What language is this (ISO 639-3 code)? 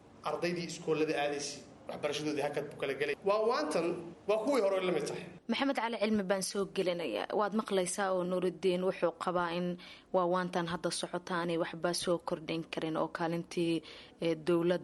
som